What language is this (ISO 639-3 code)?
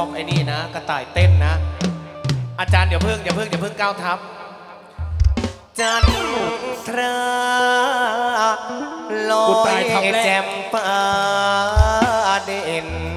tha